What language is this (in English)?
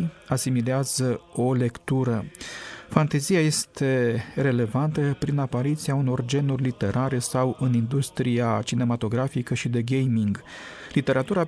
Romanian